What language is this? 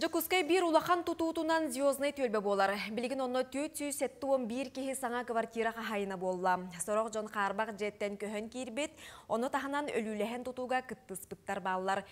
Yakut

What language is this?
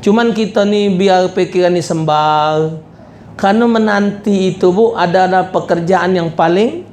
Musi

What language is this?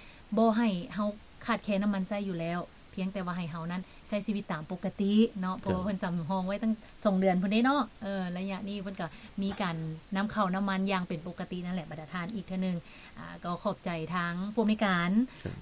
Lao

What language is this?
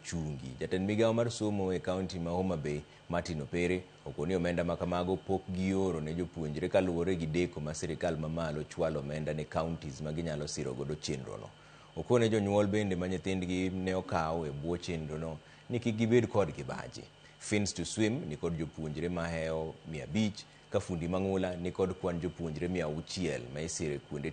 Luo (Kenya and Tanzania)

